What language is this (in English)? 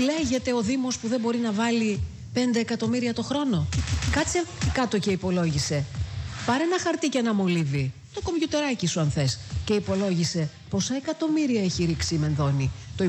Greek